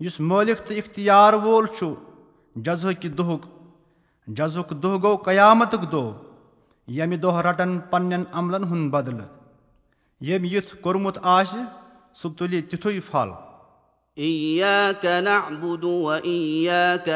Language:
Kashmiri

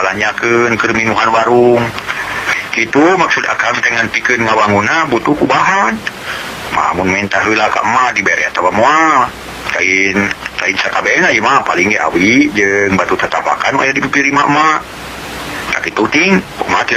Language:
Sundanese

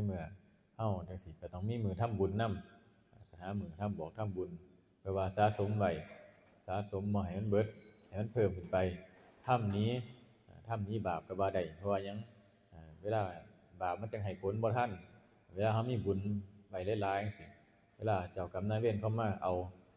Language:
Northeastern Thai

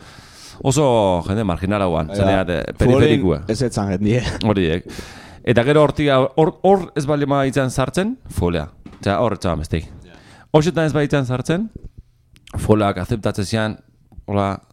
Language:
Basque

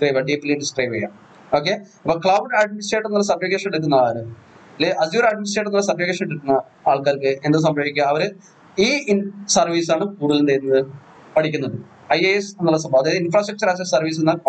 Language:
Malayalam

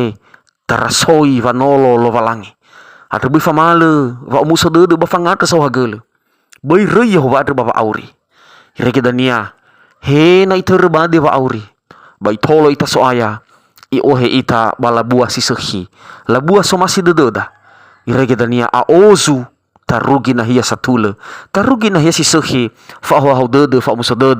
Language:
Nias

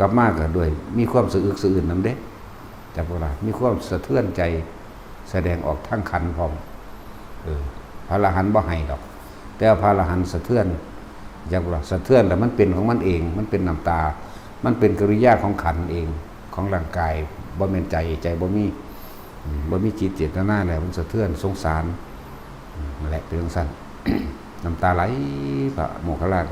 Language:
Northeastern Thai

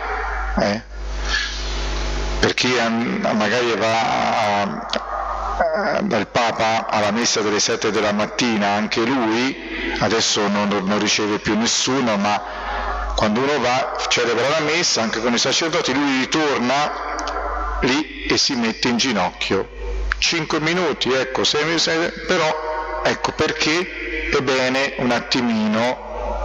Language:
Italian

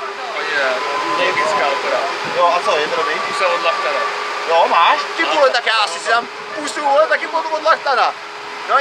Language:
Czech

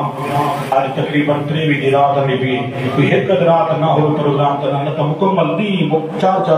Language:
Saraiki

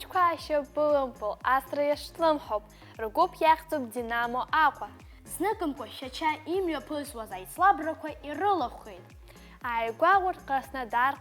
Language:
Abkhazian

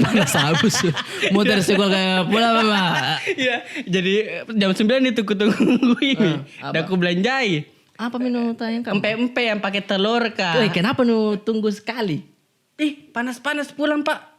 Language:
Makassar Malay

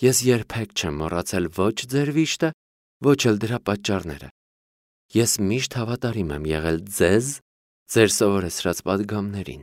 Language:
Armenian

